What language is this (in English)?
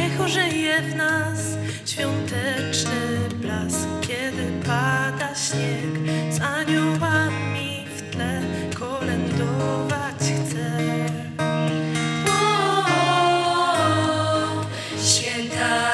Polish